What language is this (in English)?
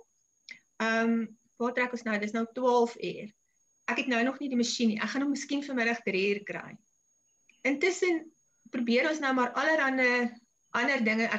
Afrikaans